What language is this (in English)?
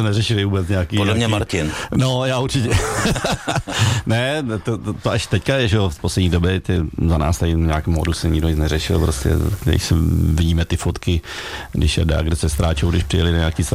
Czech